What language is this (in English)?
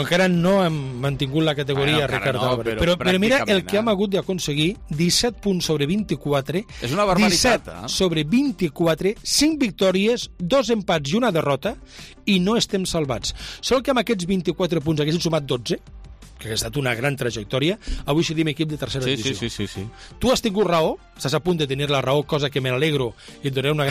Catalan